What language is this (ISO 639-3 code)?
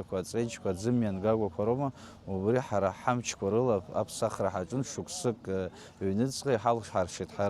abk